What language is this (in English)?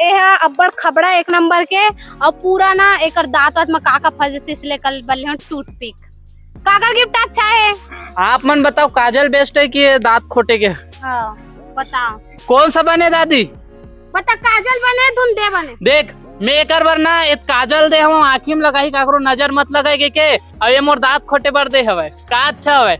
Chhattisgarhi